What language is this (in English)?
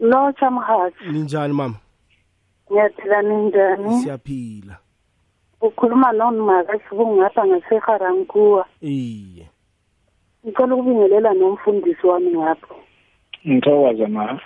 South Ndebele